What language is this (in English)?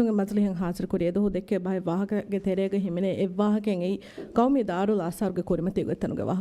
Divehi